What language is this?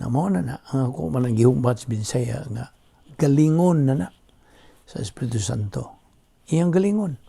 Cebuano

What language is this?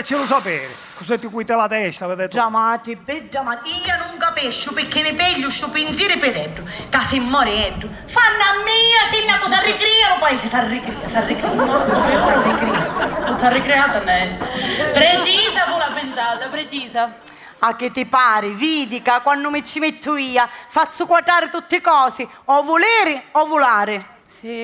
Sicilian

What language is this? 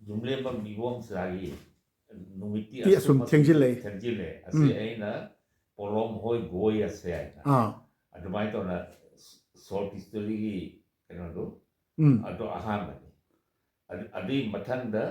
Manipuri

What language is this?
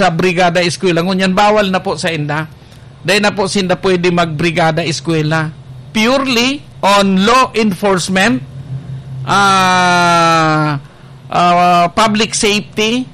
Bikol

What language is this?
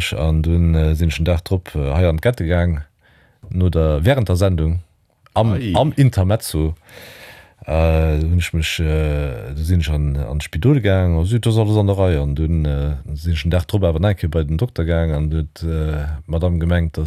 Luxembourgish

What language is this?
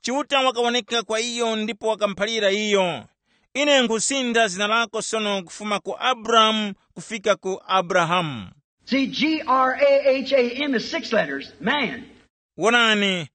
Tumbuka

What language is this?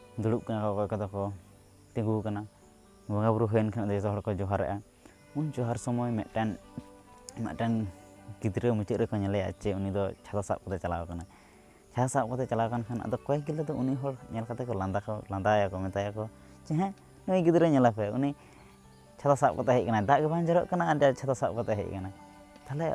Santali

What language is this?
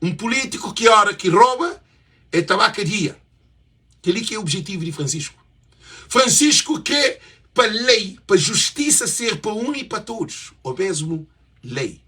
Kabuverdianu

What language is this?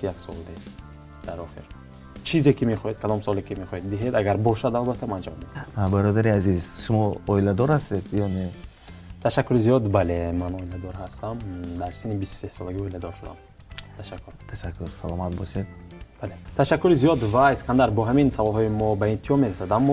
Tajik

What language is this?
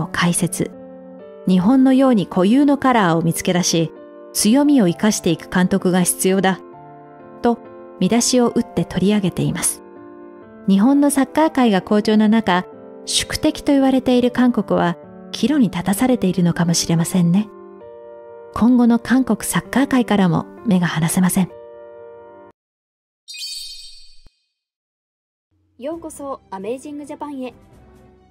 Japanese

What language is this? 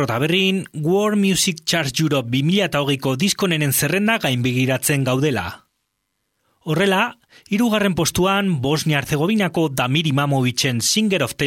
Basque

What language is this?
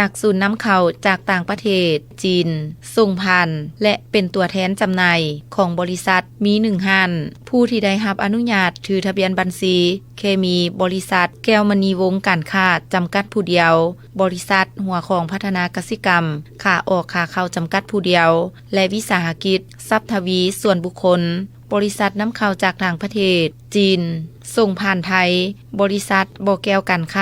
Lao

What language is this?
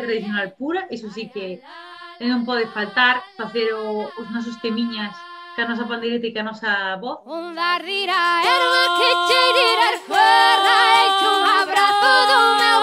Galician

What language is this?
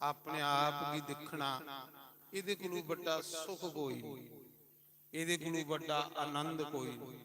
Dogri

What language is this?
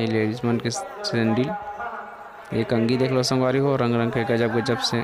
Chhattisgarhi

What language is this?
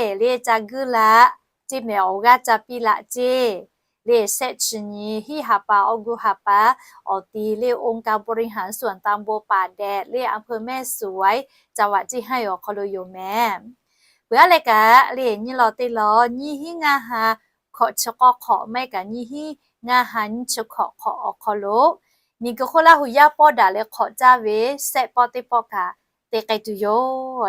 Lahu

